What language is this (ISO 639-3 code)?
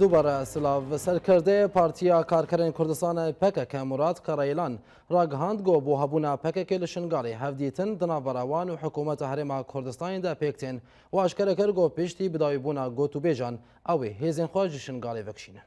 kur